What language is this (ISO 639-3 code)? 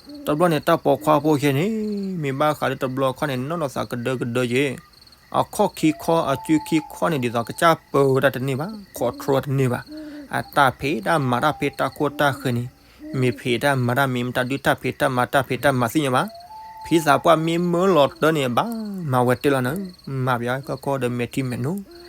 ksw